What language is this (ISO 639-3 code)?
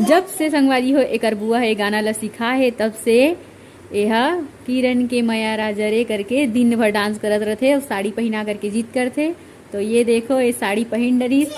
hne